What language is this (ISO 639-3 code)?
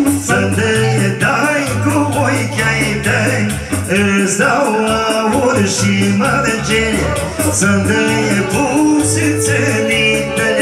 ron